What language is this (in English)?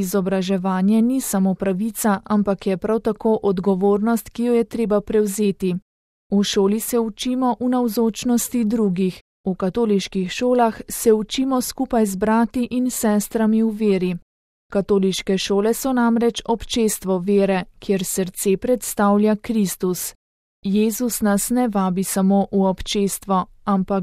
Slovenian